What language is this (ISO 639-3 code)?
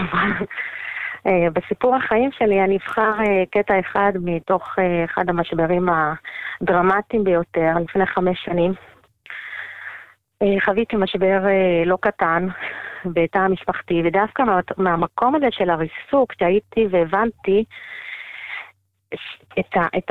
heb